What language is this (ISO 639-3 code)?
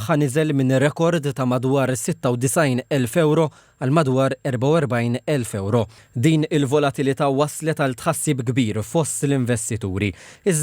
mlt